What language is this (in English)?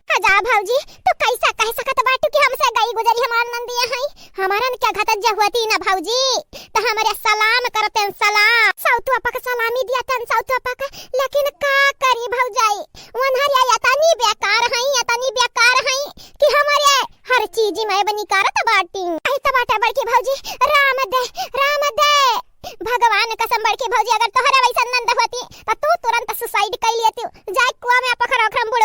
Awadhi